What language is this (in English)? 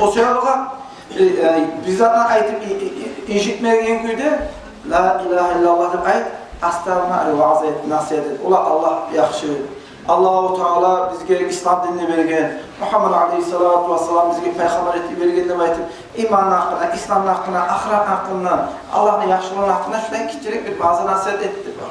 Kumyk